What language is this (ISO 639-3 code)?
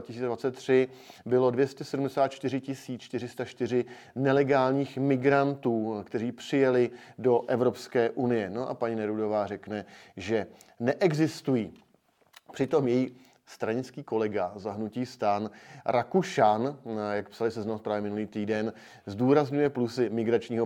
ces